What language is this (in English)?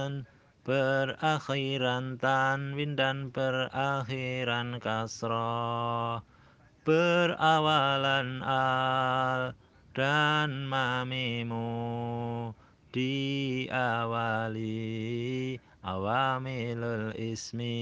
Javanese